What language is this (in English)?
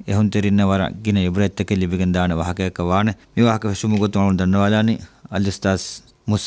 Divehi